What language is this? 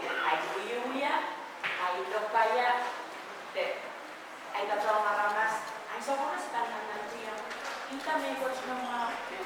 Pohnpeian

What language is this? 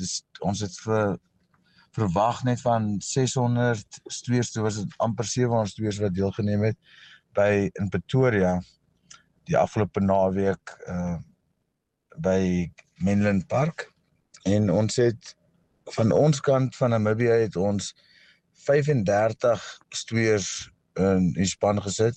Afrikaans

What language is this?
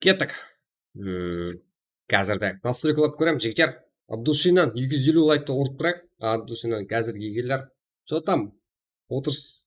Kara-Kalpak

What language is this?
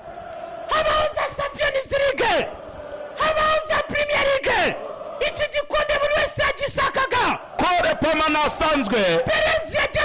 Kinyarwanda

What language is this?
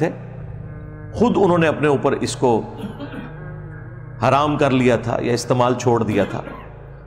Urdu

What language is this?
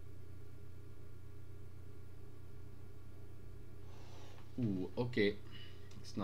Dutch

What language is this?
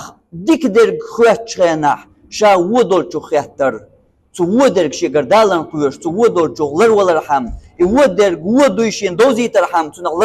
Chechen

